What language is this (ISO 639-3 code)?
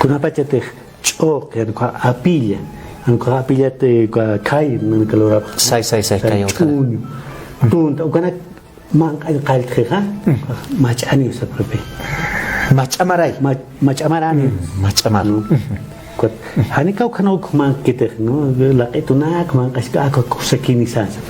aym